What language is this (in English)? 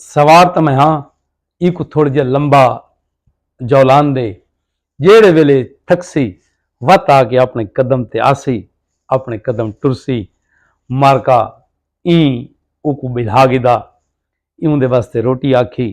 Saraiki